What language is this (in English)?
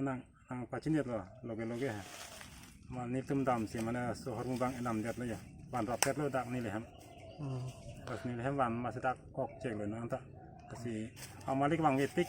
Karbi